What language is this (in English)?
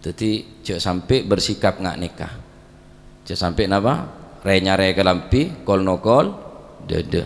Madurese